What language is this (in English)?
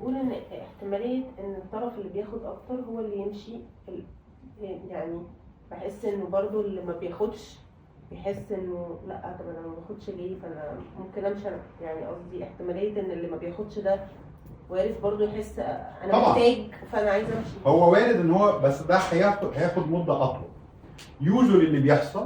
Egyptian Arabic